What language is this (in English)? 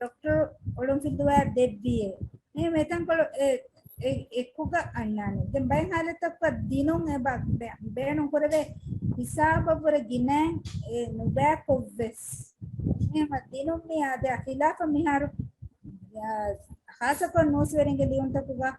Divehi